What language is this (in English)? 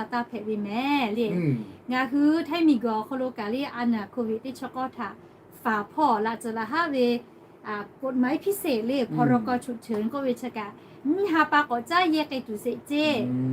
Lahu